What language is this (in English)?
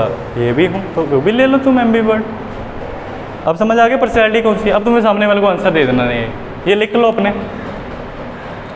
Hindi